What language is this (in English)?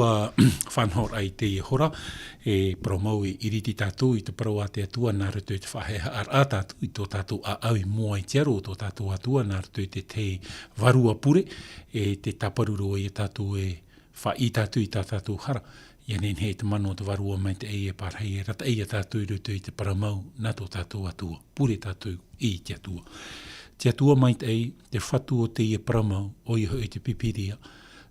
Tahitian